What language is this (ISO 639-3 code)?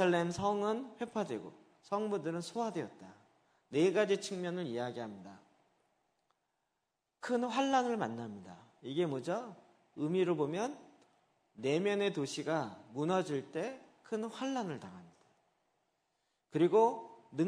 kor